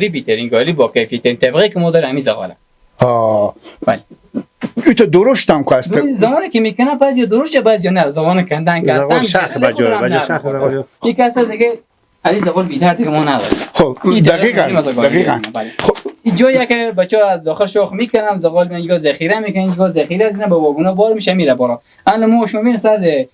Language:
Persian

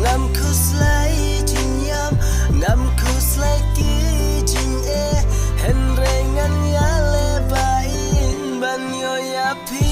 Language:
Khasi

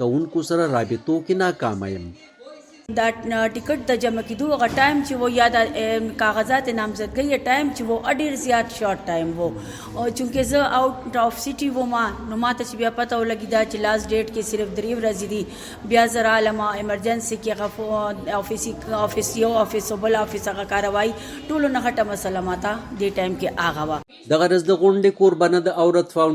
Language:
Pashto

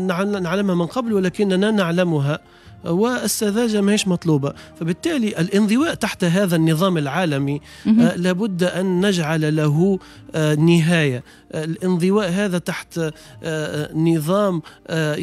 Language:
Tunisian Arabic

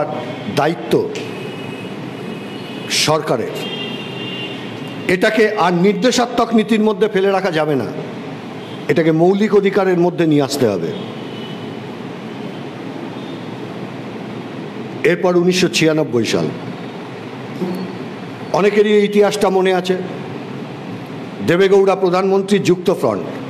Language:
Bangla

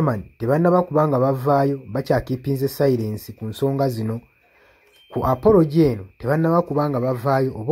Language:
Ganda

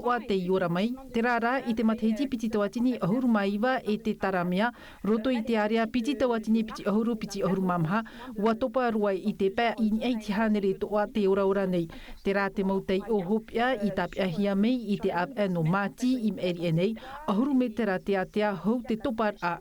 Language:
Tahitian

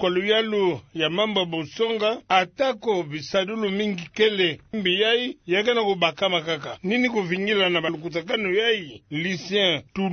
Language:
Kituba (Democratic Republic of Congo)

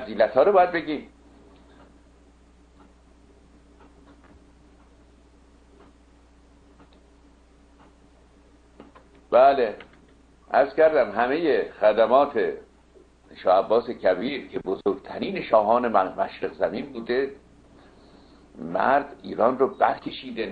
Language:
Persian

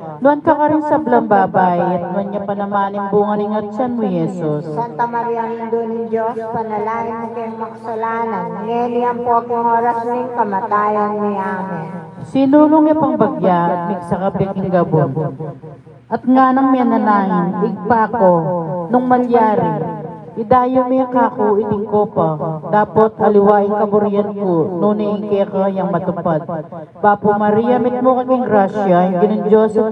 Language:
Pampanga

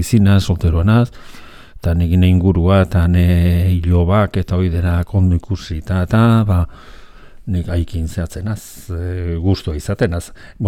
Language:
Basque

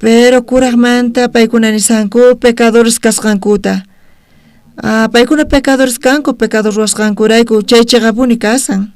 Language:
South Bolivian Quechua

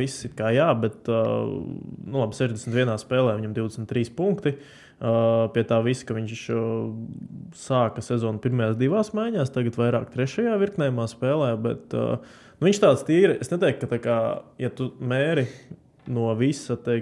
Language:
Latvian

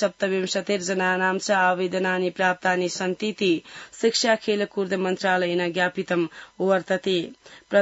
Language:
Sanskrit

